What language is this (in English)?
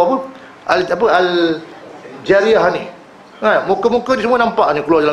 Malay